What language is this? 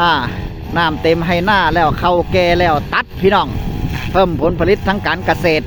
Northeastern Thai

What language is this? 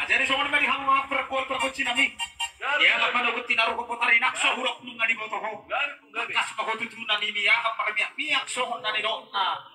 Batak Toba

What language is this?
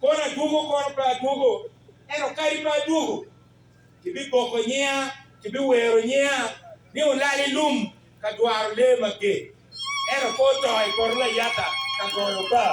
Acoli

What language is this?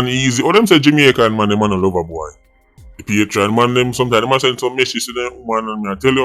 Jamaican Creole English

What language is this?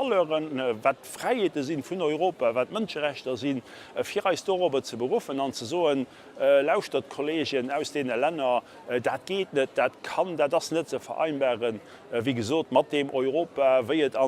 Luxembourgish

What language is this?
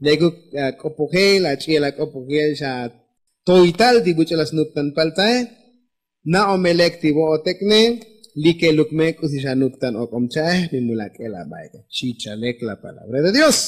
Tzotzil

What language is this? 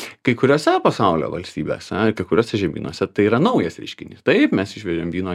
Lithuanian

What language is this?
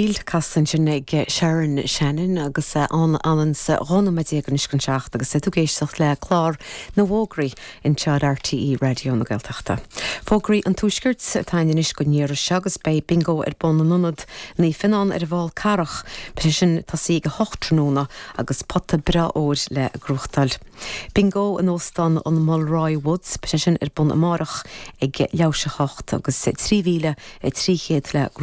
Irish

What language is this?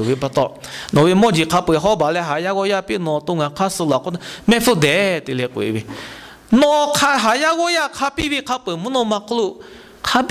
Lahu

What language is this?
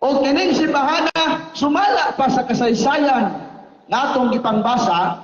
Cebuano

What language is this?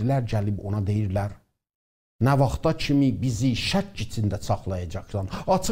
South Azerbaijani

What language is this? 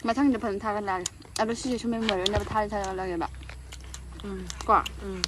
Manipuri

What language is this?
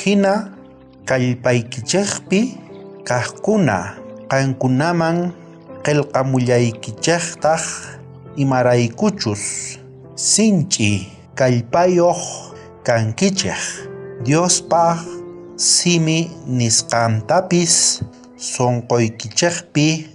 South Bolivian Quechua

